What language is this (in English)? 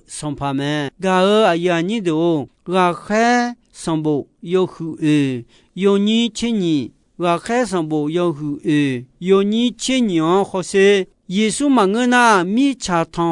Akha